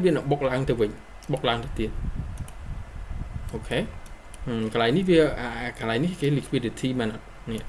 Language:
Khmer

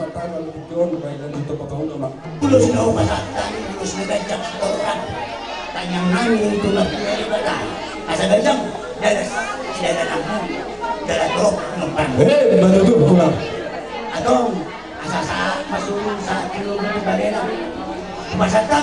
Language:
Batak Toba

